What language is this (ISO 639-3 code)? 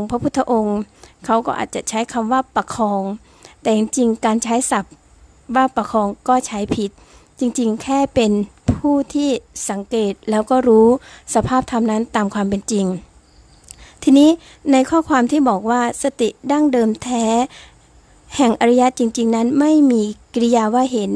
tha